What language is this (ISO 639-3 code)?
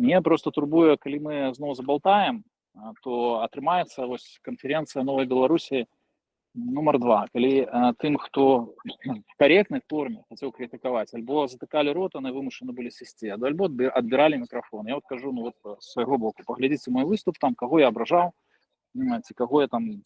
bel